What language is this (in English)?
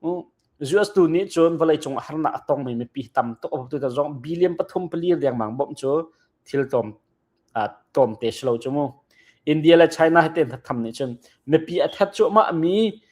Hakha Chin